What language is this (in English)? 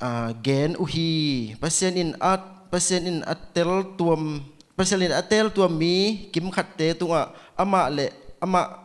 Tedim Chin